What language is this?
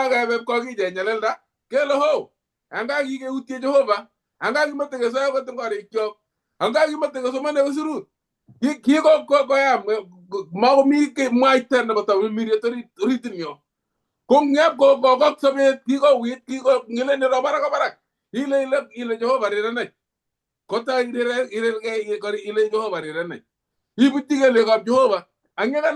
Kalenjin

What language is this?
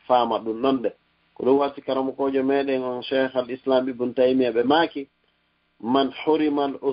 Fula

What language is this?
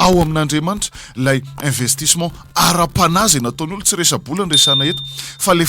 Malagasy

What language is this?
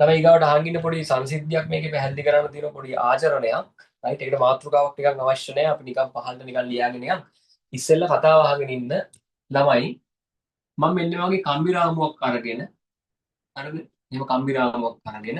Sinhala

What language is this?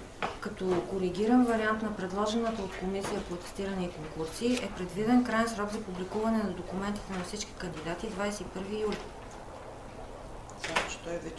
Bulgarian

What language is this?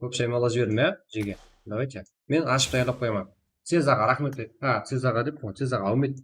Kara-Kalpak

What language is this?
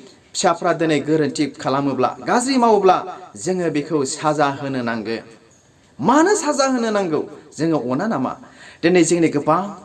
Bodo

